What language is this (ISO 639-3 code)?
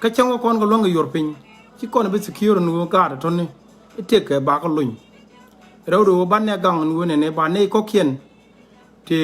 nus